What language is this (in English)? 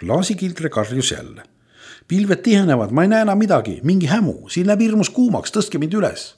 Estonian